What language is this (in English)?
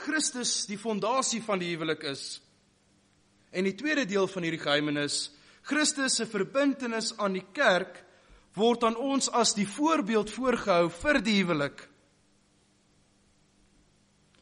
Afrikaans